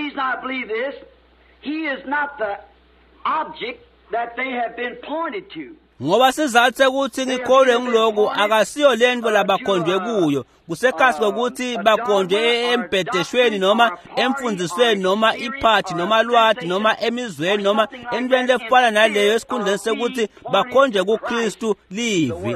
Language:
Swati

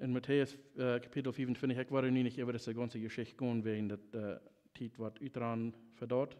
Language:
Plautdietsch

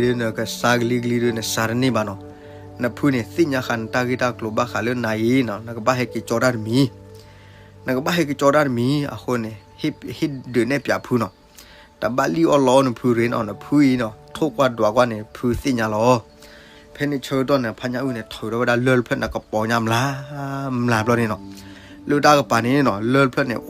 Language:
S'gaw Karen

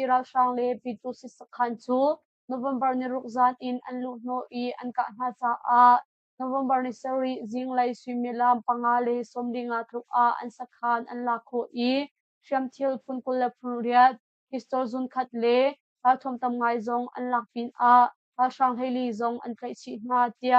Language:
Hakha Chin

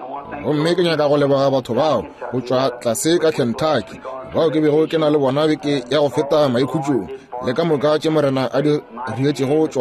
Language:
Northern Sotho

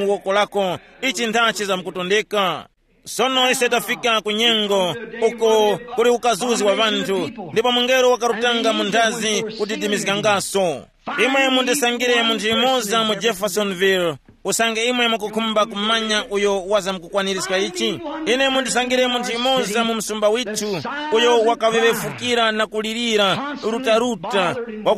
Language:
Tumbuka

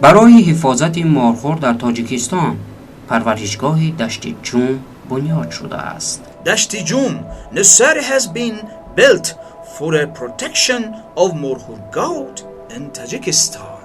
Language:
Tajik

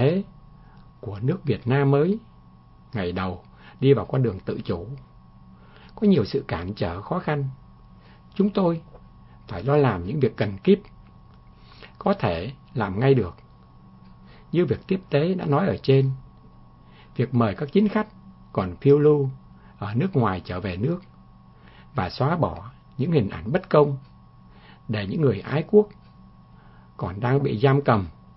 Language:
Vietnamese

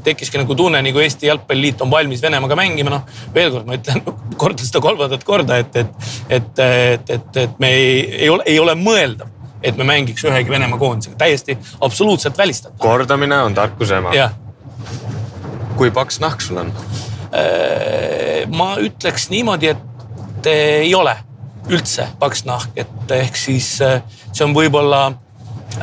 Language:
Estonian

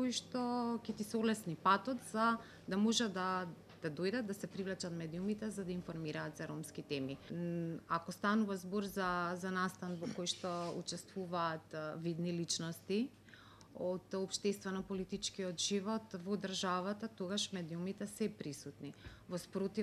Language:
Macedonian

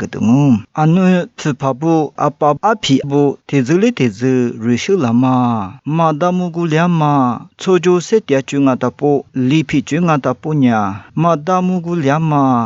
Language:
Lisu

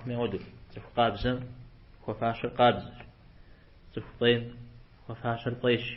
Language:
Kabardian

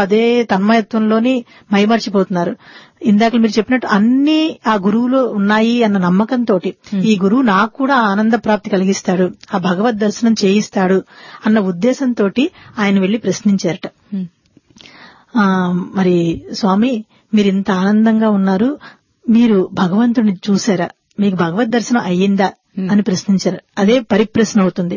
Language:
Telugu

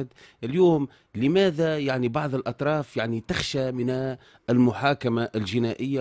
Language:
Tunisian Arabic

